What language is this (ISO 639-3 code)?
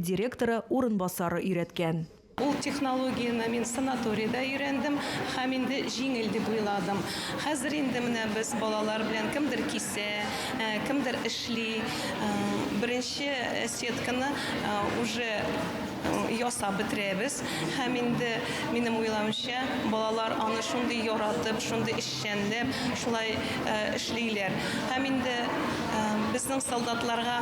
tat